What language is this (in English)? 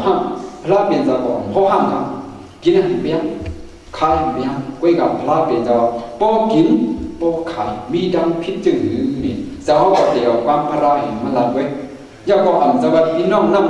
Shan